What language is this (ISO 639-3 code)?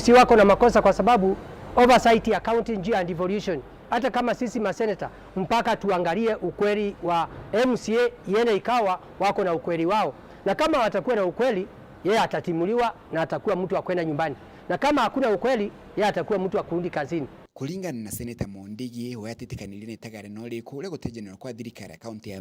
mer